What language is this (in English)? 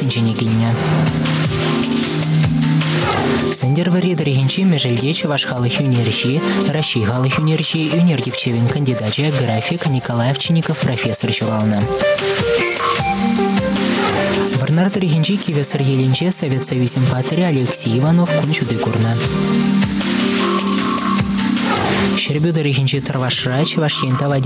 Chuvash